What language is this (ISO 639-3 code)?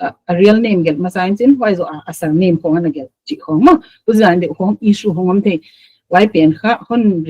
pck